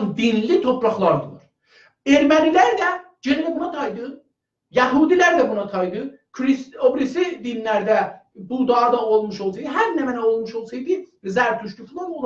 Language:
South Azerbaijani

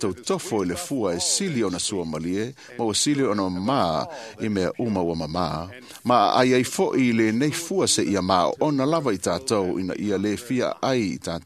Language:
Samoan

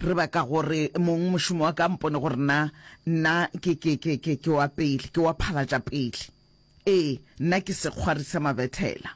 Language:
Northern Sotho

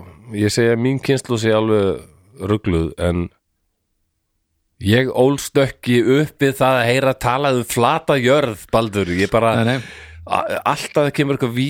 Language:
Icelandic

